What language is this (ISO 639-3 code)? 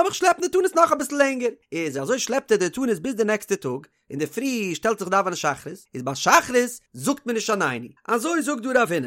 yid